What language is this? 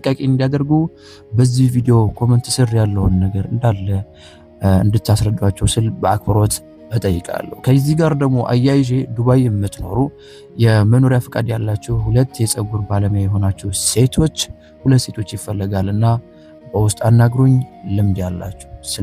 Amharic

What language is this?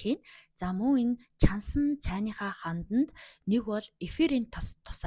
Mongolian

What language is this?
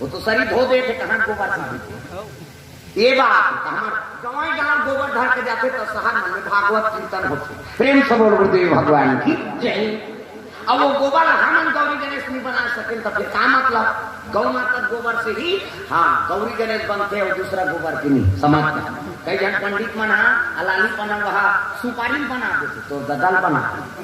Chhattisgarhi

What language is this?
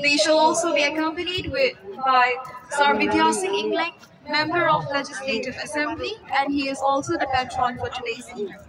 Karbi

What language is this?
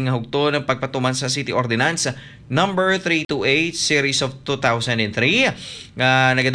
Hiligaynon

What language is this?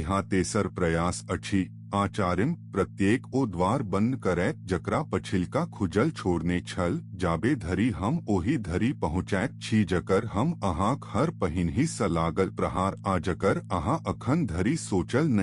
Maithili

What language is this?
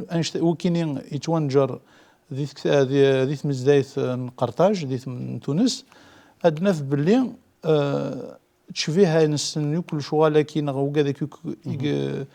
Kabyle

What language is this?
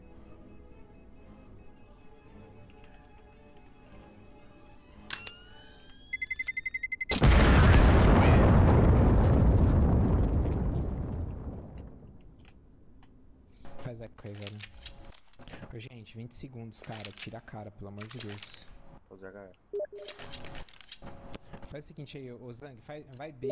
Portuguese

